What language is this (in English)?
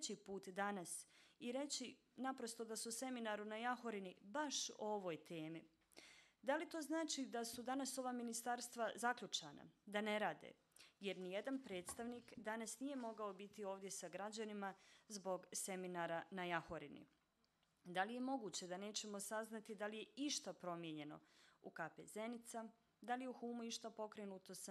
Bosnian